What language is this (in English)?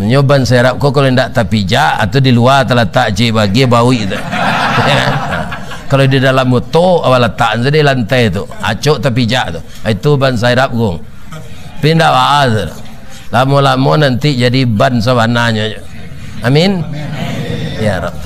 Minangkabau